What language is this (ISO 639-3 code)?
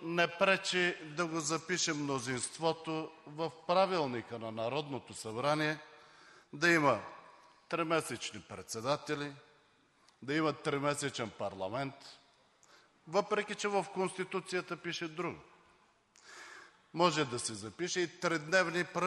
bul